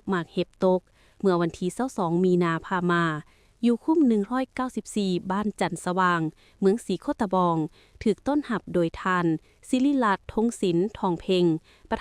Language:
Lao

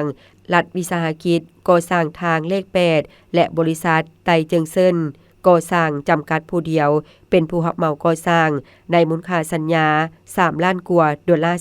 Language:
Lao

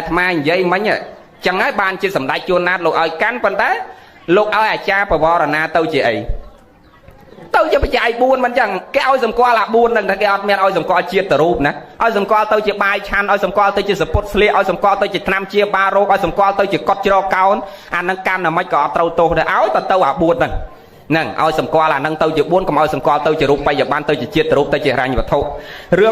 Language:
Khmer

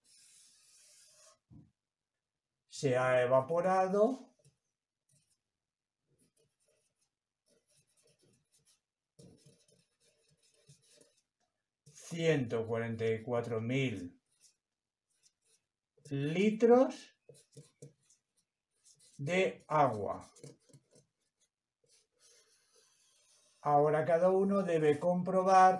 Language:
Spanish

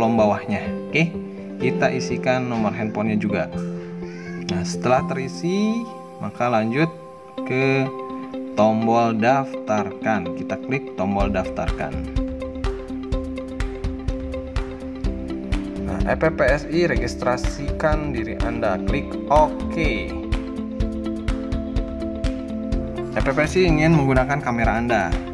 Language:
Indonesian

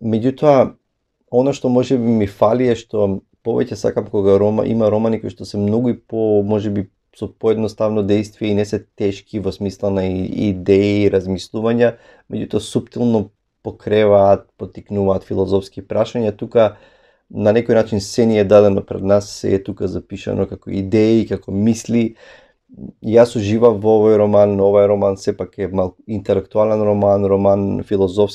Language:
Macedonian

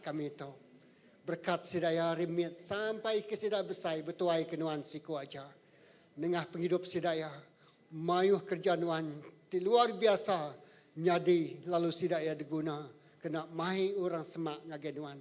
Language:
Iban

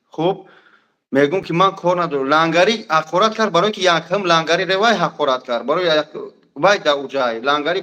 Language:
Tajik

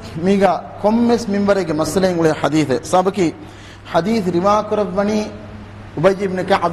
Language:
Divehi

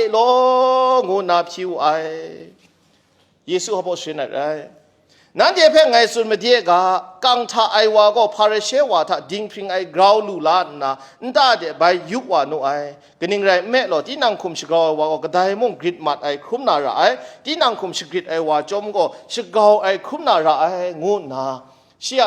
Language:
Kachin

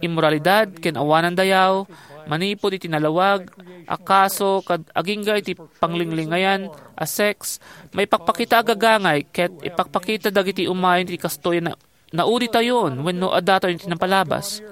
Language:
Iloko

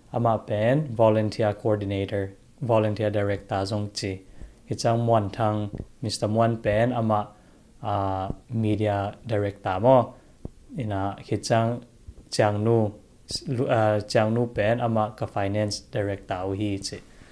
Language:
Tedim Chin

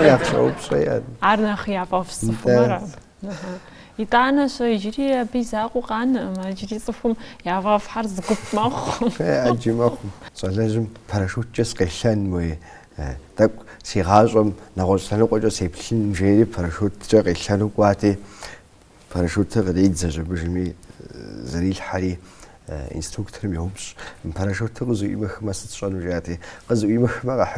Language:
Kabardian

